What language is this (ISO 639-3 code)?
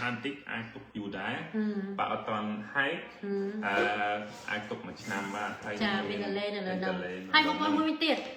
khm